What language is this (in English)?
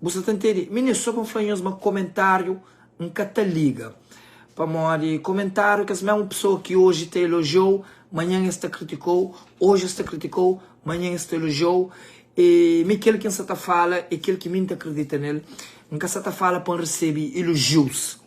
Kabuverdianu